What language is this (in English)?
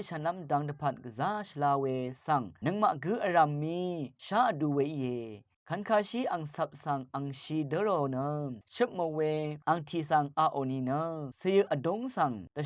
Rawang